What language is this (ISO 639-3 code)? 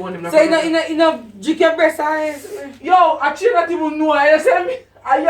jam